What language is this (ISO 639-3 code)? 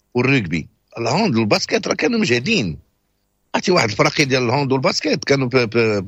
ary